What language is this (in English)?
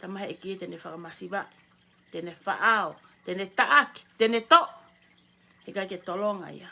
Tongan